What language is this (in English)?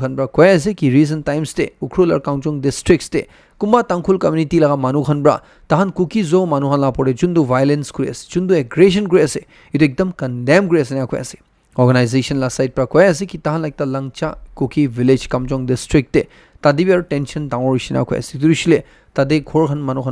Naga Pidgin